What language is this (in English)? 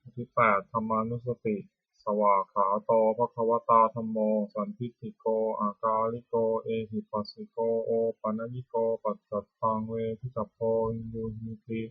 Pali